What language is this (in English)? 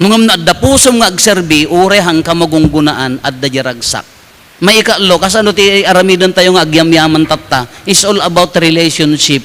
Iloko